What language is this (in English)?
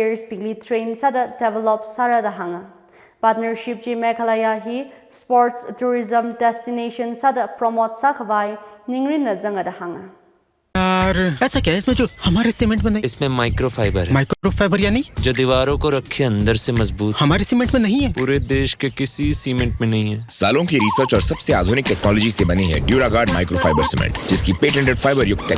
Tangkhul Naga (India)